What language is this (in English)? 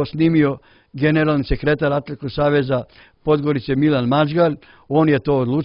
Serbian